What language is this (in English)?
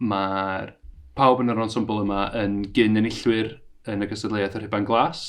Welsh